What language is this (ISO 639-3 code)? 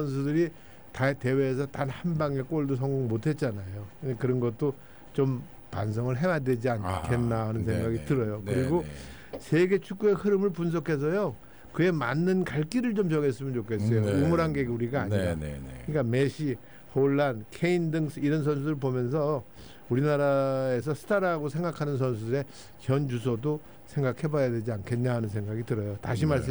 kor